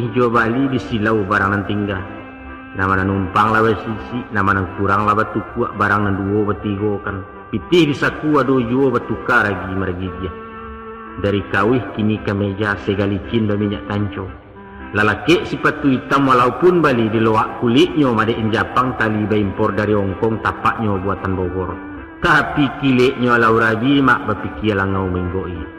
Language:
Minangkabau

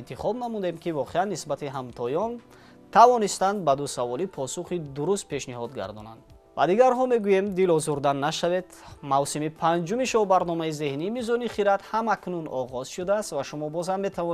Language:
Tajik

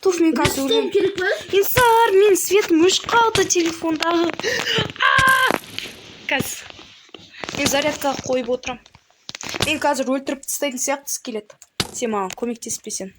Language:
Kazakh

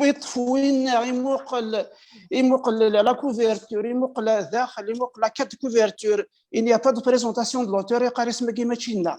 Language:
Kabyle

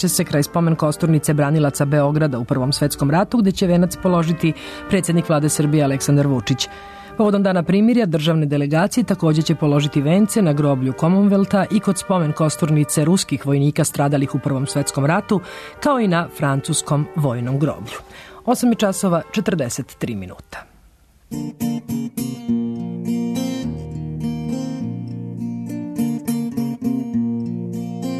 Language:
Serbian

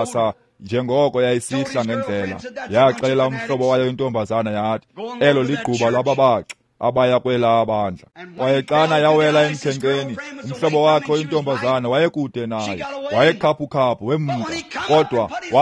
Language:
Xhosa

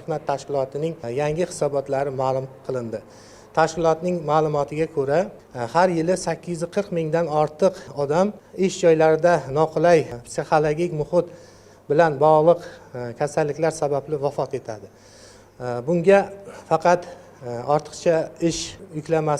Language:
Uzbek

